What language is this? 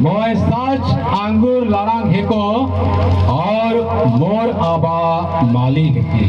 Sadri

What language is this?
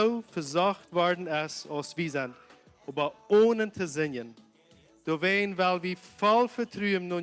Plautdietsch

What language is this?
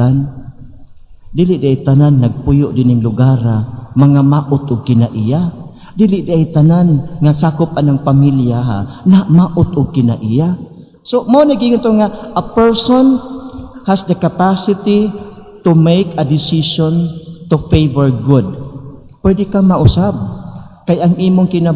Cebuano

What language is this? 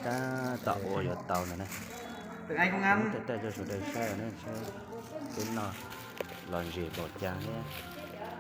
Hmong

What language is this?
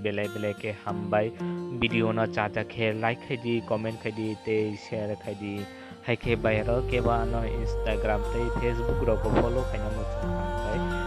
Kok Borok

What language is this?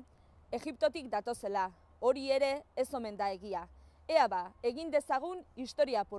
Basque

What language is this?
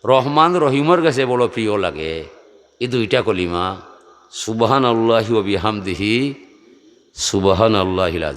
Sylheti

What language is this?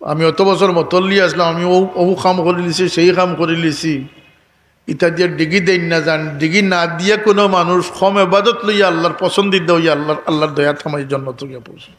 Sylheti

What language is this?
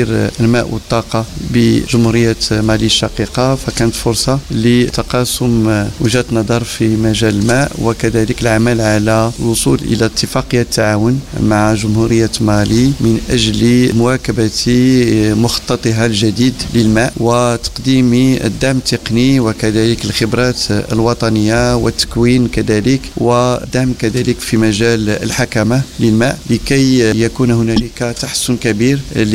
Arabic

